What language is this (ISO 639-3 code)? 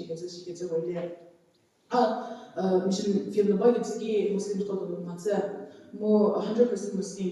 njm